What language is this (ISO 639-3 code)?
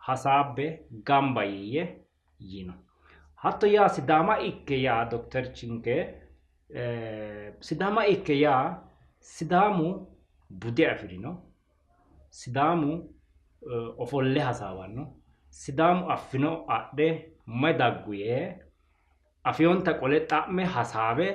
sid